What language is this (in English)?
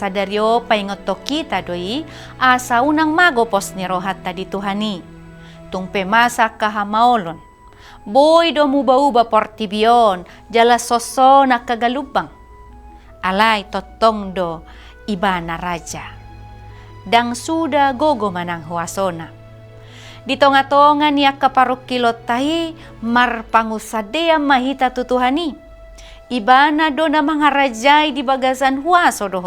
Batak Toba